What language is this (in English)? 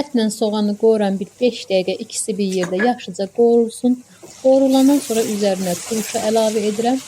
Azerbaijani